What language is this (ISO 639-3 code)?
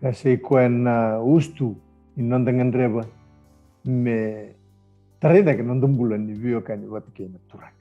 fij